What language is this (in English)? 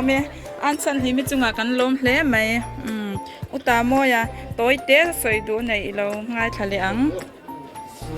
Mizo